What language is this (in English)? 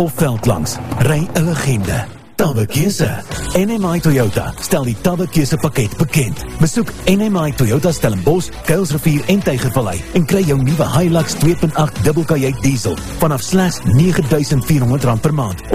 Afrikaans